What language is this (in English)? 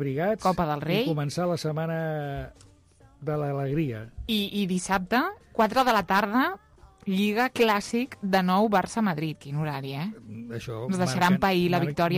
Catalan